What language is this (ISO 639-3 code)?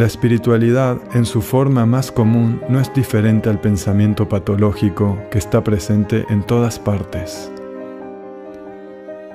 spa